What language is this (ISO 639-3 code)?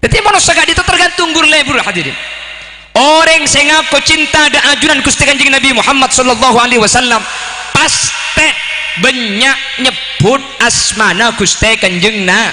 mad